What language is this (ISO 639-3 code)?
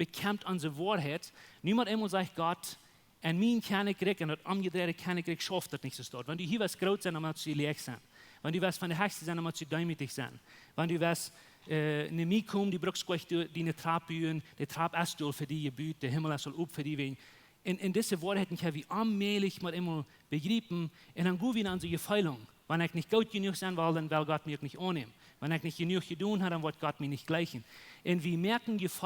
pdt